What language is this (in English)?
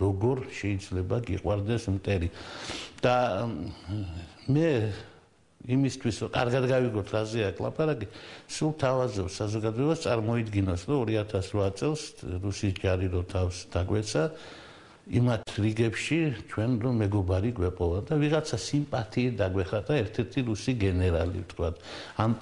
Georgian